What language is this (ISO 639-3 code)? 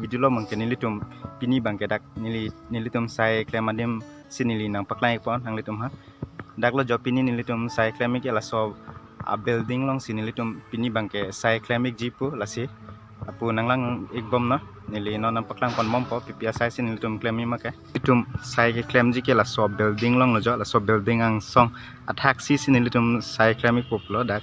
mjw